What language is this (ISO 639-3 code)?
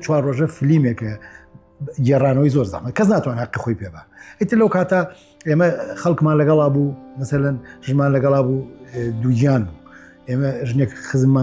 ckb